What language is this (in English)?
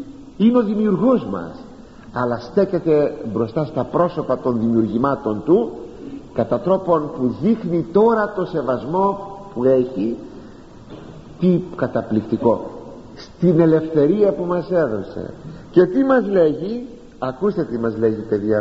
Greek